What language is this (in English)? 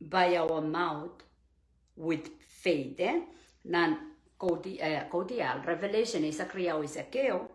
Pohnpeian